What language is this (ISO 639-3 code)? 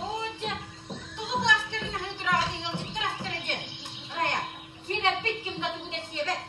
sah